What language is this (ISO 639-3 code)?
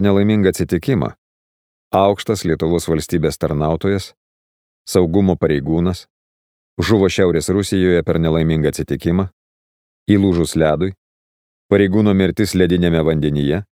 lit